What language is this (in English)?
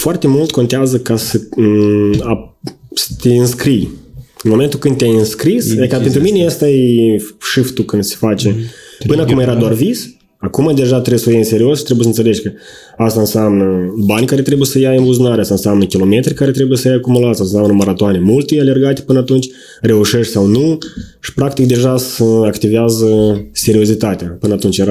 Romanian